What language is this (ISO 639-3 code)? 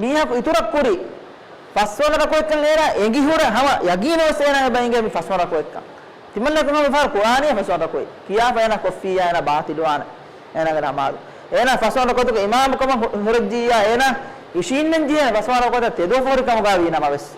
div